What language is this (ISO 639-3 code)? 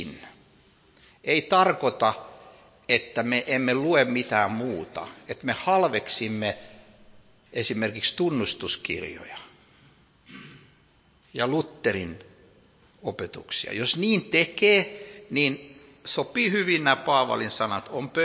fin